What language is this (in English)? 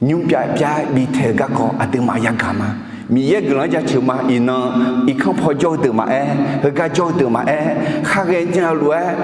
Akha